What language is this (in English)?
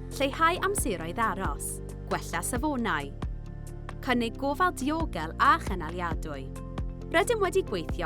Welsh